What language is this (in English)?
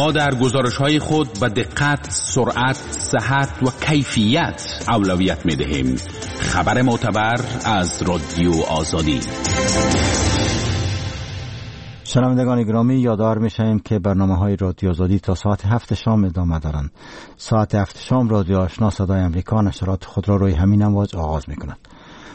Persian